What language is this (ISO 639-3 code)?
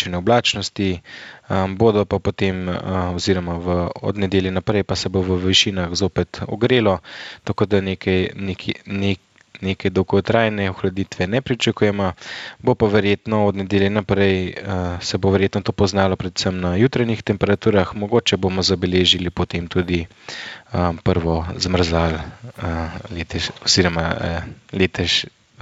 slv